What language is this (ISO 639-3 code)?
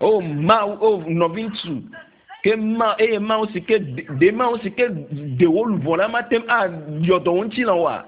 ewe